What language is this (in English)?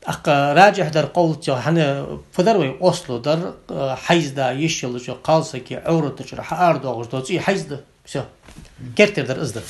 Ingush